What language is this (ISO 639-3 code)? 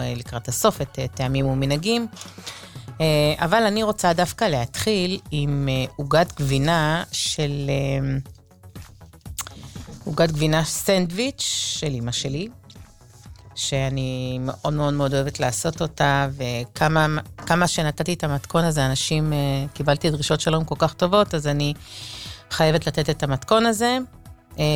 heb